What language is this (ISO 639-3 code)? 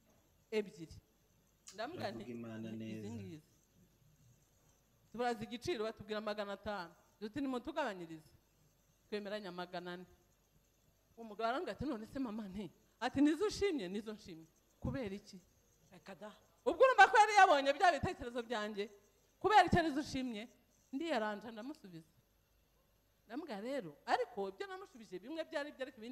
kin